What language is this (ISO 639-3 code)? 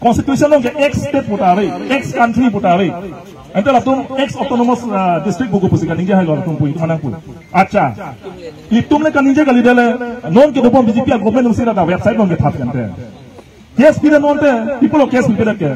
mjw